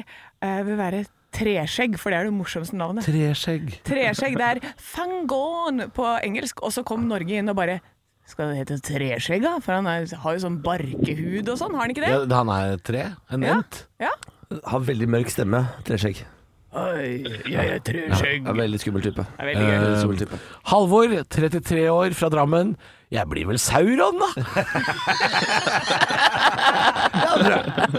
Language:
Norwegian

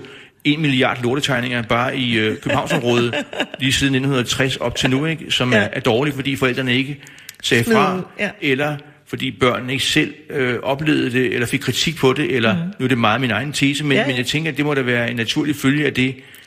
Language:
Danish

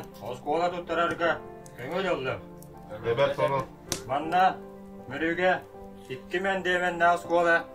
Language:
Yakut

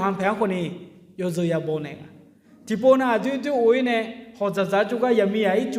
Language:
Akha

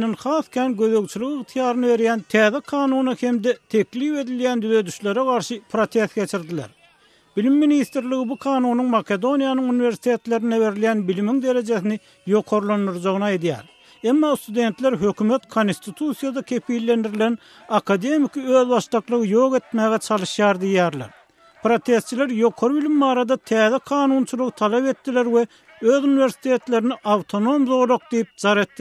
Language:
Turkmen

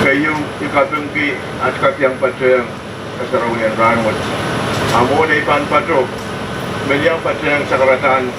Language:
Pohnpeian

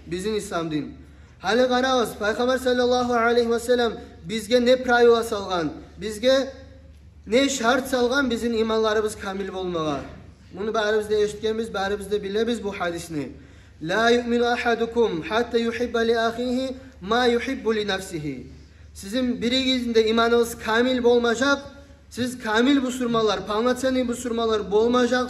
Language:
Kumyk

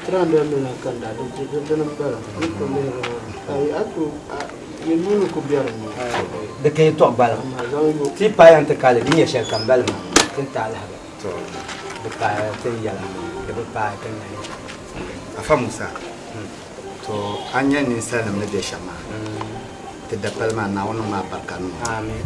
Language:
Dagbani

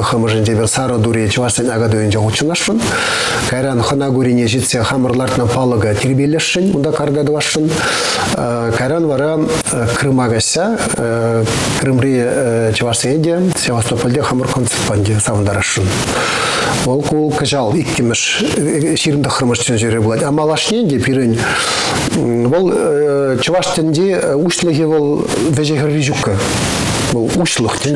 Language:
Chuvash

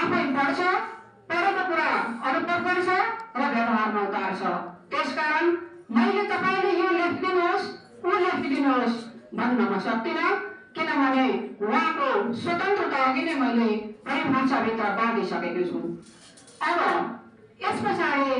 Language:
Nepali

